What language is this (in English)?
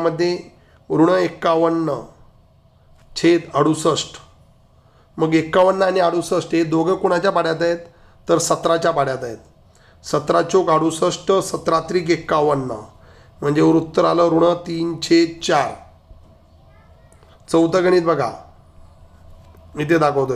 Marathi